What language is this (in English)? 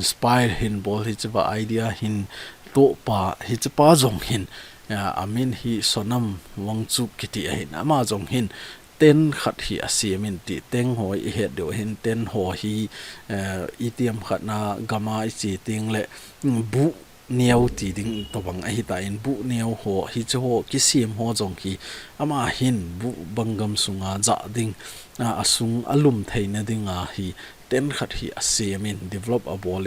Thado Chin